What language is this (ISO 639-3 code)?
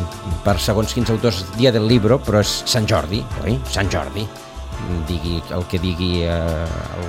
cat